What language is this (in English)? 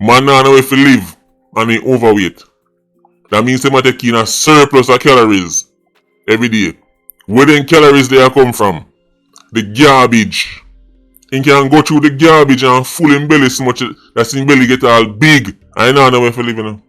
Jamaican Creole English